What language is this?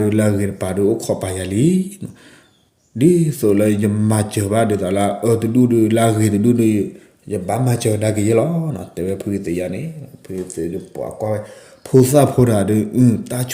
S'gaw Karen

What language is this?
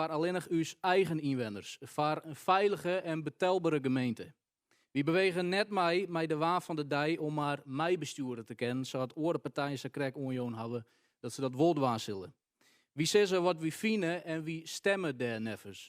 Western Frisian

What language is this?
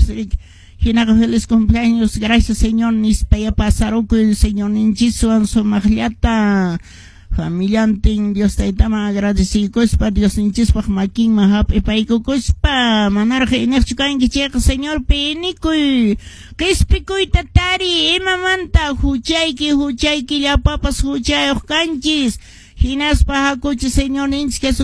Quechua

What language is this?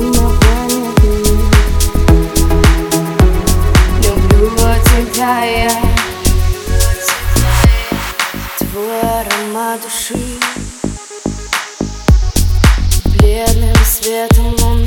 Russian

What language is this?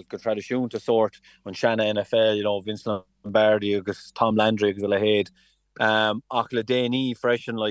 Irish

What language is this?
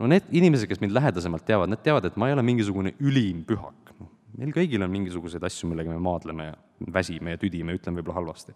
Estonian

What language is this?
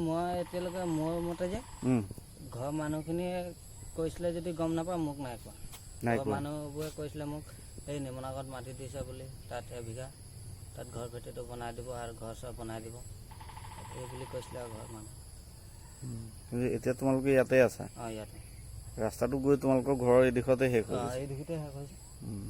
Assamese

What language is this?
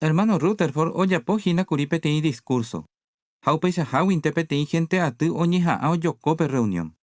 Guarani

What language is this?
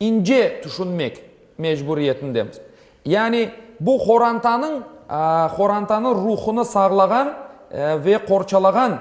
Crimean Tatar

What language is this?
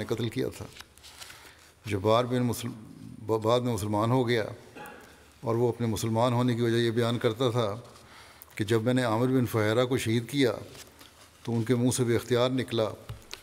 Urdu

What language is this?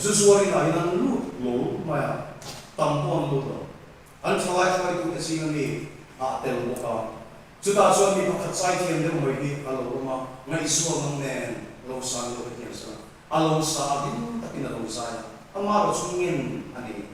Mizo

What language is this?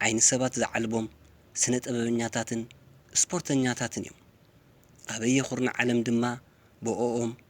Tigrinya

